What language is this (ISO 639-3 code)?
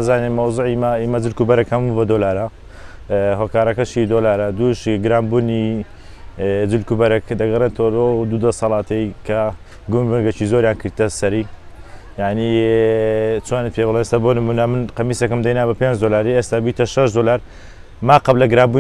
ckb